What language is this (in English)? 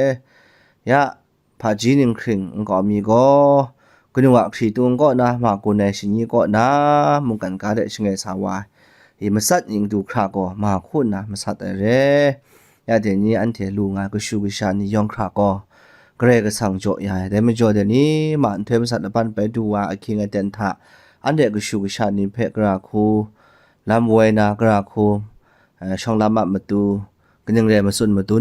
Kachin